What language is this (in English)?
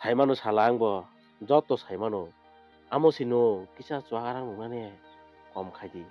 Kok Borok